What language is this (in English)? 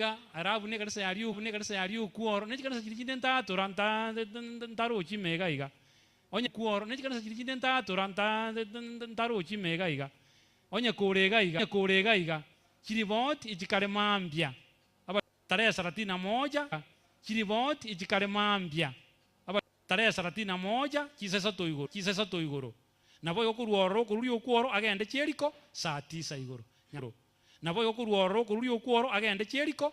Gusii